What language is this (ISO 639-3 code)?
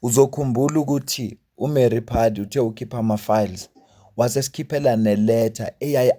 zul